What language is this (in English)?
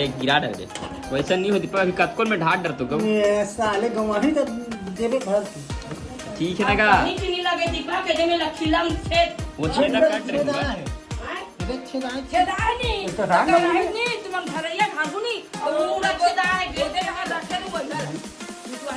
Chhattisgarhi